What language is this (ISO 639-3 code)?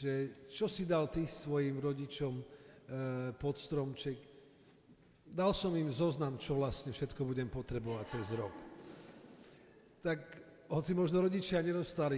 slk